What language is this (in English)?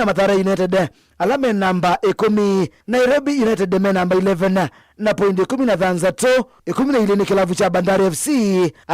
Kamba